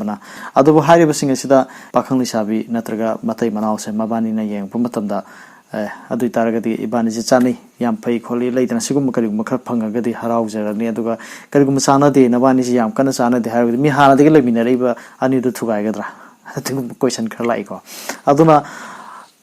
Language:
Manipuri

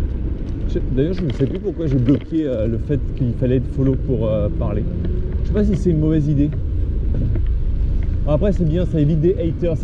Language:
French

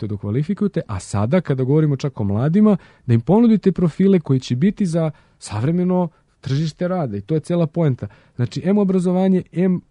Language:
Serbian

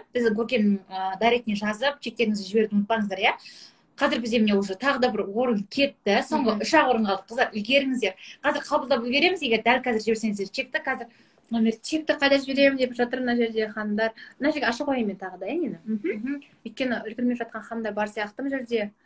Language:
Kazakh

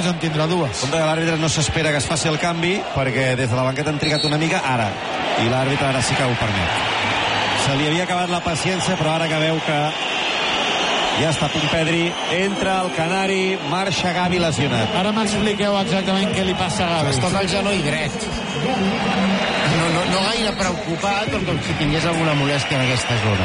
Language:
Catalan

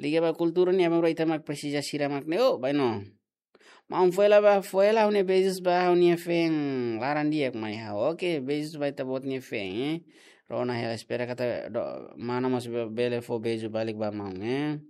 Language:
Tetum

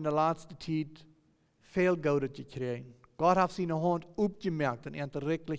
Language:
Plautdietsch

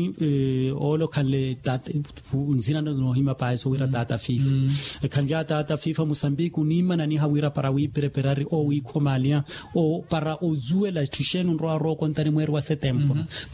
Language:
Makhuwa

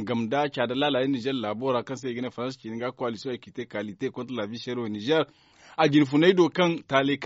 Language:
Zarma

